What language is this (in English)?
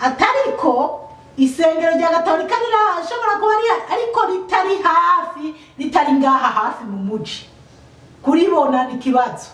Rundi